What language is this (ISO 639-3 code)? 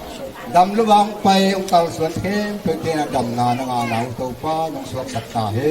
ctd